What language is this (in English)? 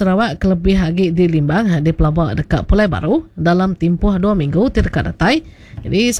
Iban